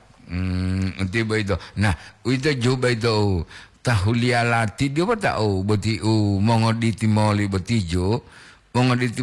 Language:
Gorontalo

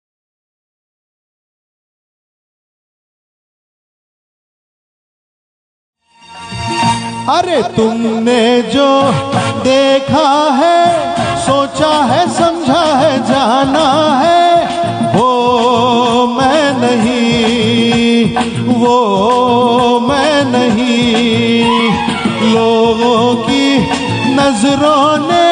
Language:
Hindi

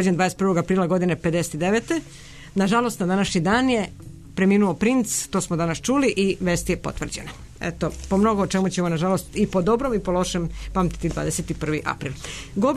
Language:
Serbian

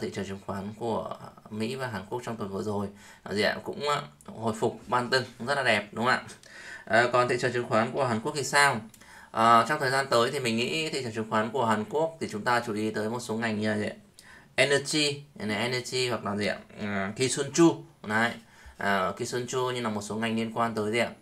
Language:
Vietnamese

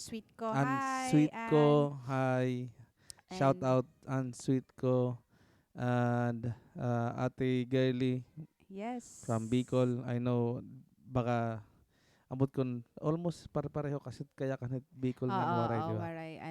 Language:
Waray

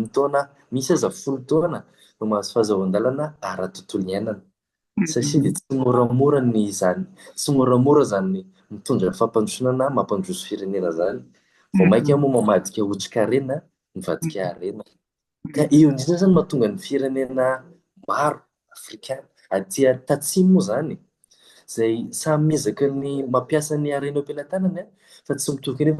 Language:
Malagasy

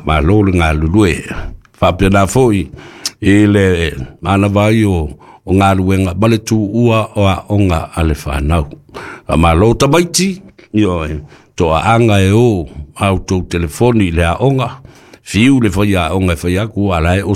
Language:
Samoan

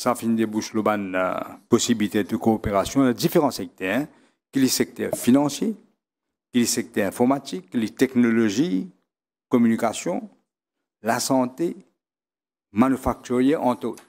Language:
Morisyen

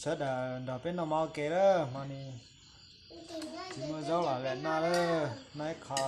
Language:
Hmong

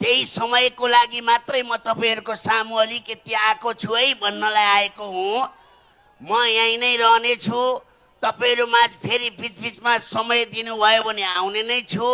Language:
Nepali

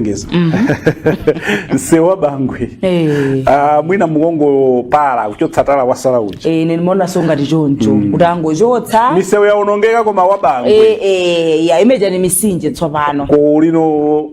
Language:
Nyanja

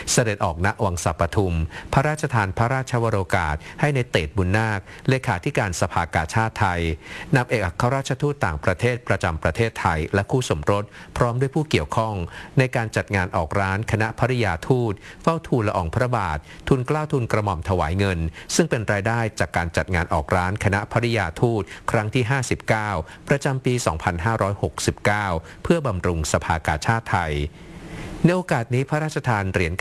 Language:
Thai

